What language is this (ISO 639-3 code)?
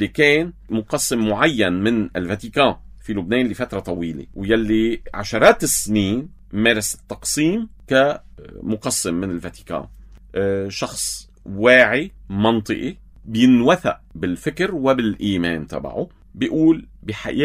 apc